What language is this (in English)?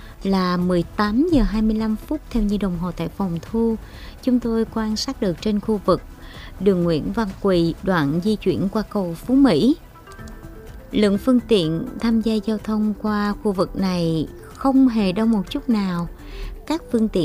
Vietnamese